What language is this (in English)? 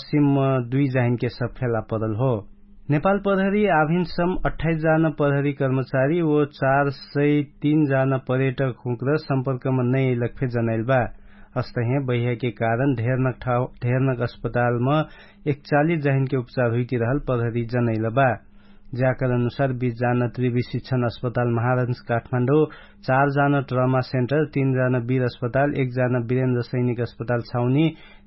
Dangaura Tharu